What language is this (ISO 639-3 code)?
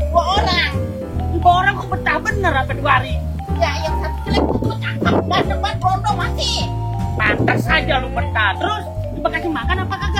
bew